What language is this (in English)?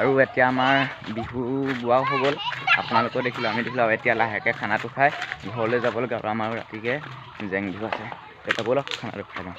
Assamese